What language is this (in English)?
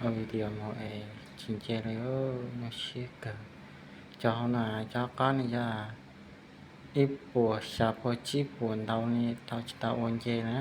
Hmong